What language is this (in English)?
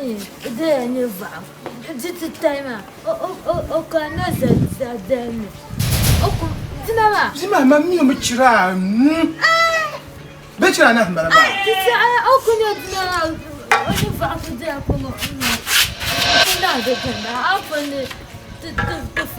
Dagbani